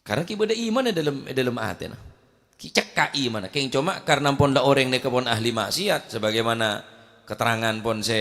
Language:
Madurese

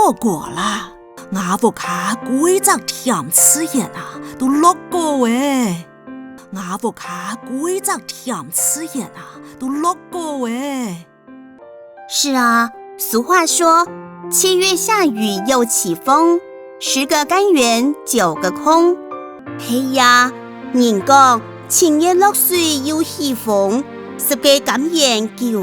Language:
Hakka Chinese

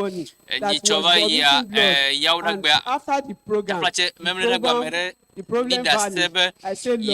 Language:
Ewe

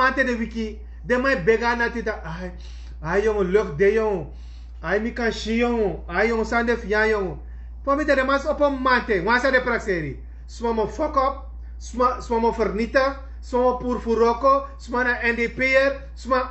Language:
Sranan Tongo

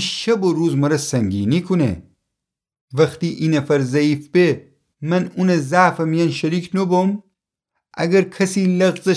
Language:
Gilaki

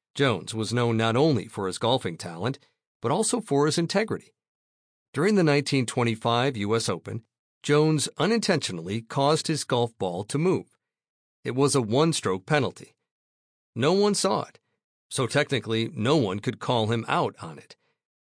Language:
English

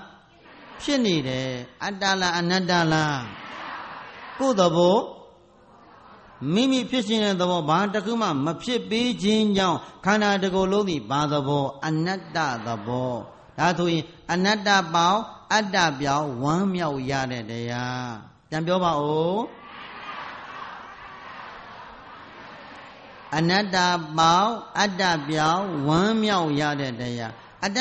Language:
Burmese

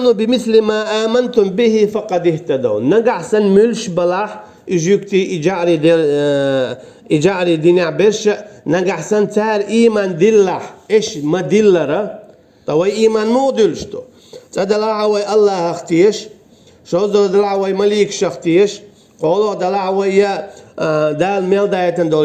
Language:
Chechen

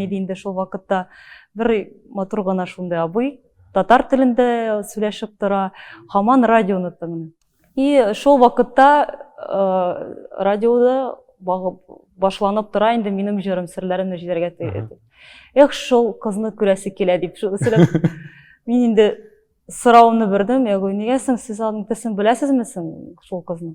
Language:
Tatar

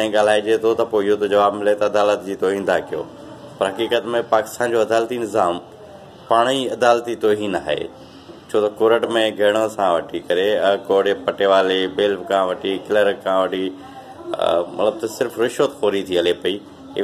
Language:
Sindhi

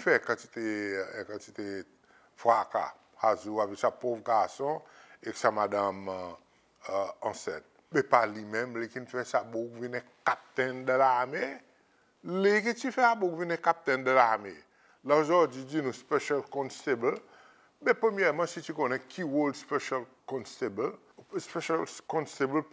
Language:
Seselwa Creole French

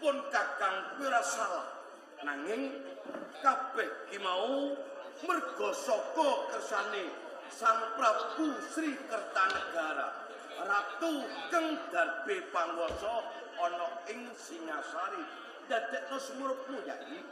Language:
Javanese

